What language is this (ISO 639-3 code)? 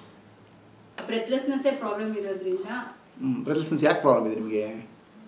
kan